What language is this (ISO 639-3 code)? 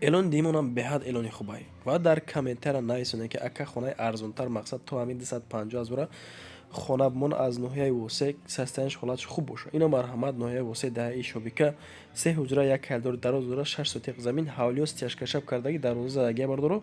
tgk